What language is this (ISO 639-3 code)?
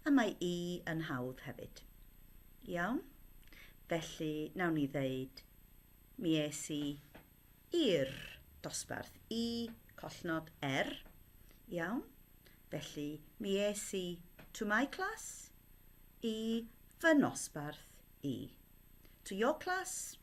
cym